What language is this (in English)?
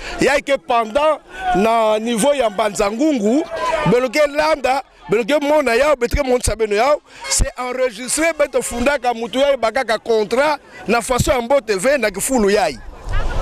Kituba (Democratic Republic of Congo)